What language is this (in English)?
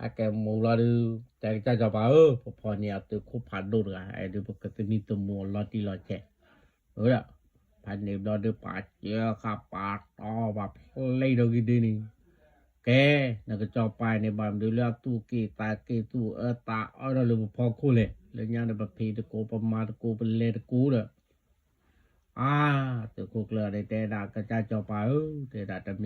S'gaw Karen